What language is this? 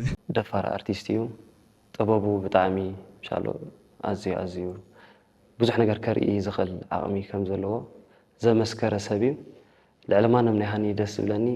Tigrinya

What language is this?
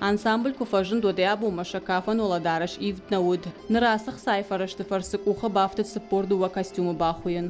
Ossetic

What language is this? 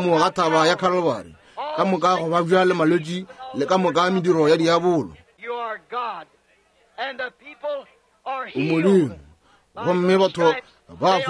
Northern Sotho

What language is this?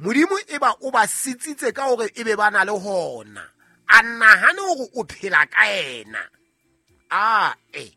Southern Sotho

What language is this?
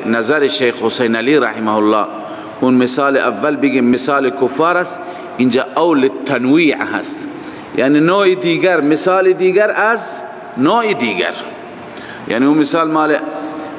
Persian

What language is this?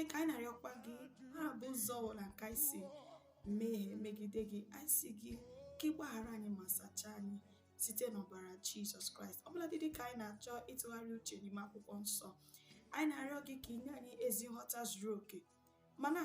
Igbo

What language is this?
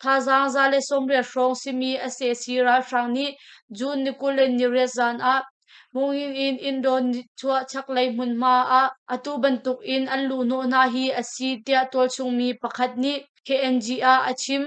Hakha Chin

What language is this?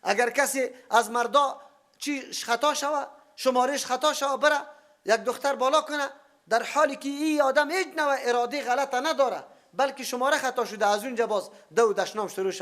Persian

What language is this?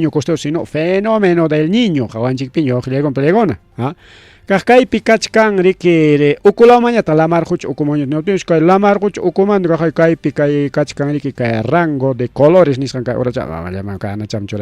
Ayacucho Quechua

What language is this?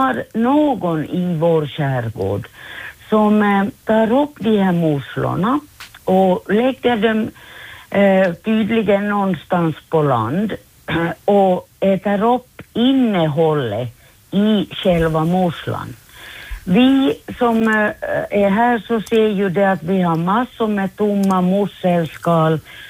Swedish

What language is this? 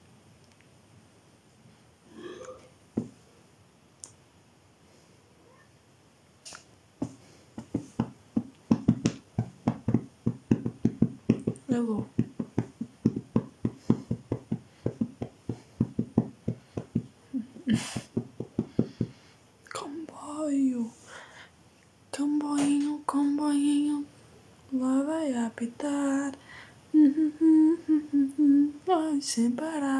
Portuguese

